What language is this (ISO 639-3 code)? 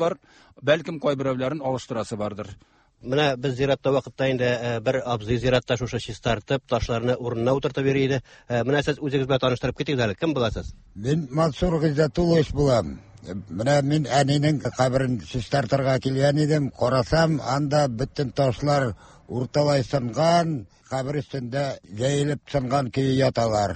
tat